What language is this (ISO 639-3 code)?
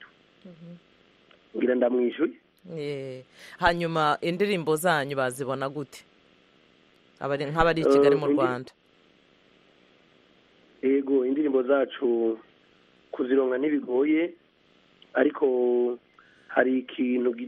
kin